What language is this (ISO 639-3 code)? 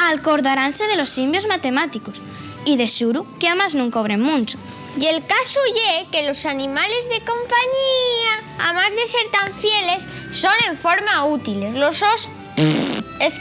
ast